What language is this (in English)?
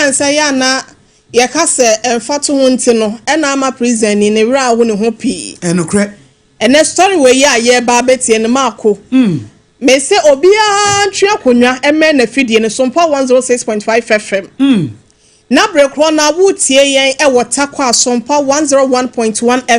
Akan